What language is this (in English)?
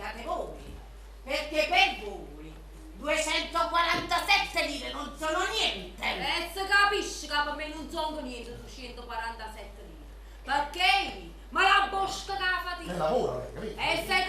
Neapolitan